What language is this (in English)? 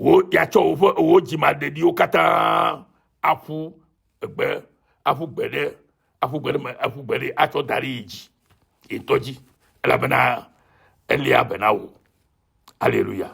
Ewe